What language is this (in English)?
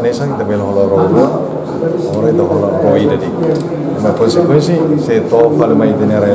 Tetum